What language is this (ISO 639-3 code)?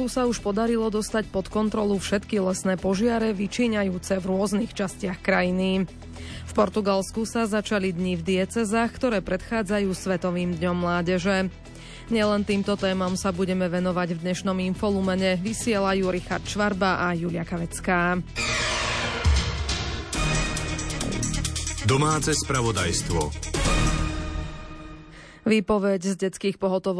slk